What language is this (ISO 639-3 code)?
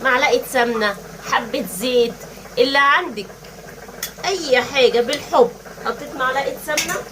arz